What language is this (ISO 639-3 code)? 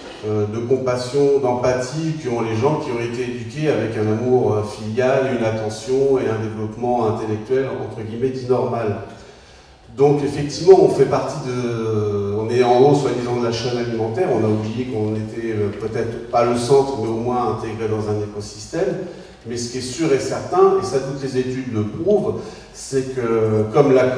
fra